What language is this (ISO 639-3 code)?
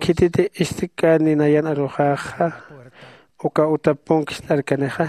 aym